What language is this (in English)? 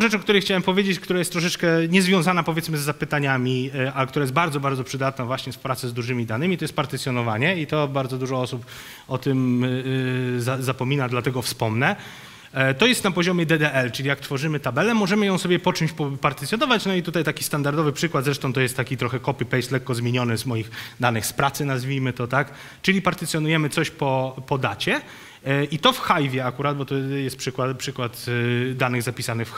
Polish